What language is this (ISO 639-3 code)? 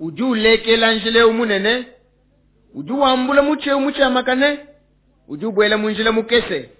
lua